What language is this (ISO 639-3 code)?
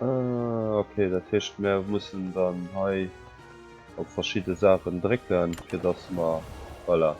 ltz